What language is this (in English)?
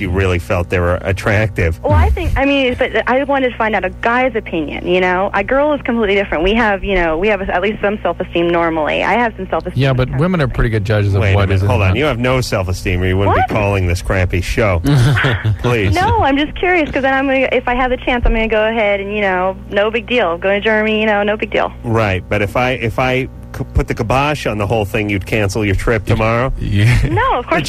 English